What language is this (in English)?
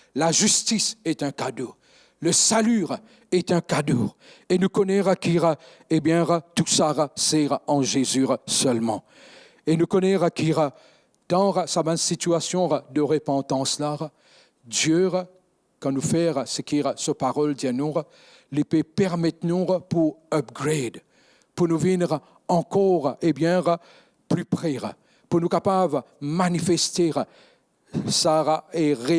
Morisyen